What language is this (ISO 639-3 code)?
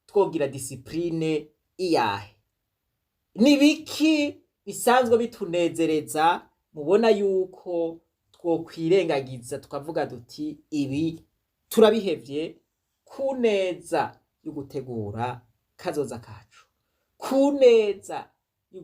run